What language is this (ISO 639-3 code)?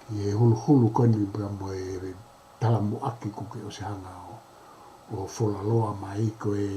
ton